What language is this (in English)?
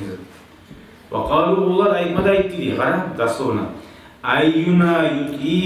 Kumyk